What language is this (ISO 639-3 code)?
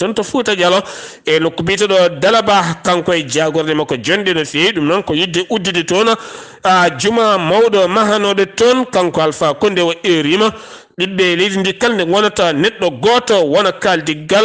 ful